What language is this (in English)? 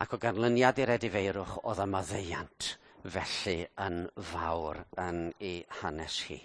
Welsh